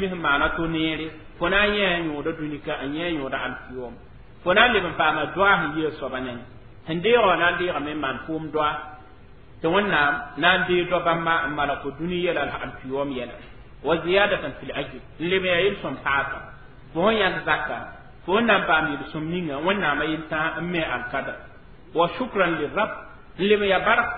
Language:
Mossi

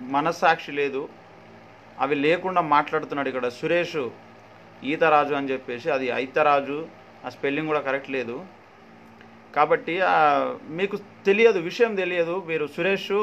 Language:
Telugu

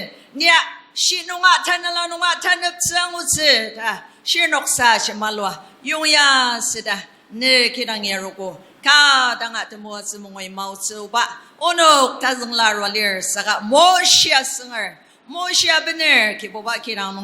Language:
Ao Naga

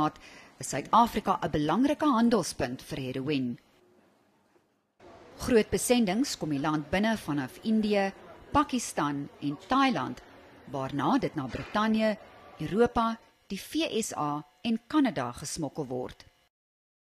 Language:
Afrikaans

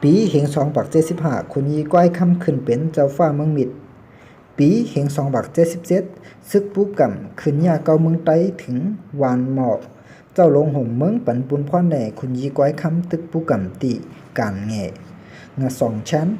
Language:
Shan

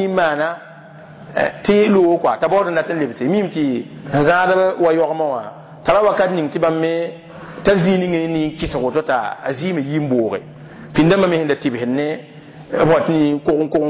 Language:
Mossi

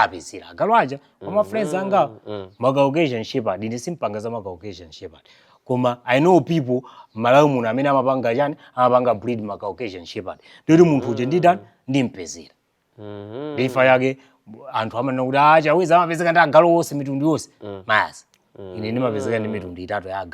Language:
Nyanja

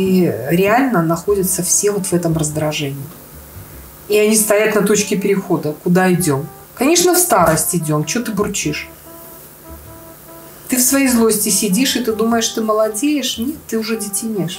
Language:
Russian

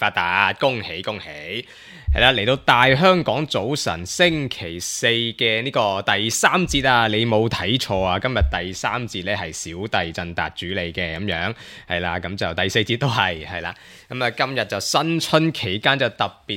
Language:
Cantonese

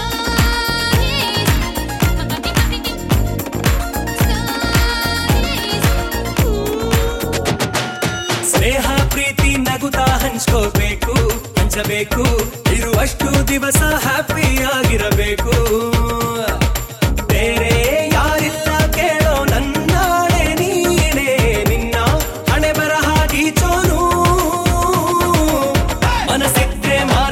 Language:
Kannada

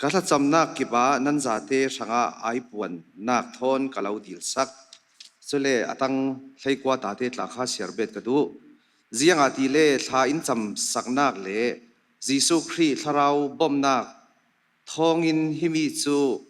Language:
Falam Chin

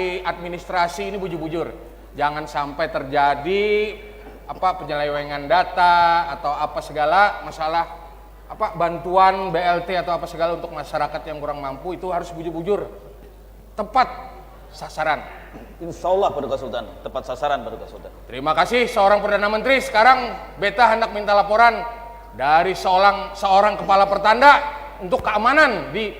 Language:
Banjar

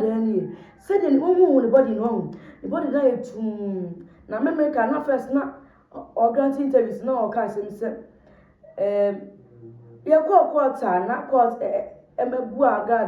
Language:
Akan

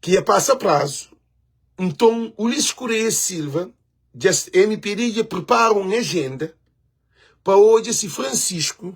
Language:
Kabuverdianu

